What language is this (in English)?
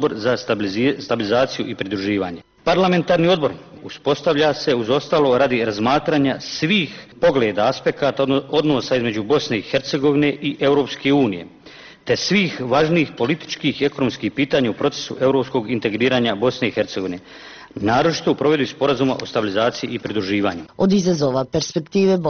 Bosnian